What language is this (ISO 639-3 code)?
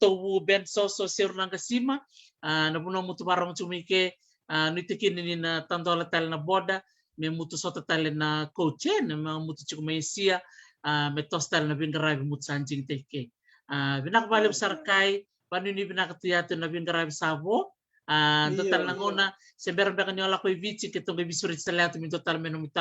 fij